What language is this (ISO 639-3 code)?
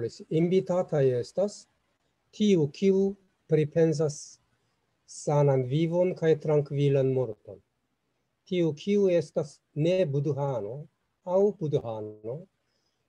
epo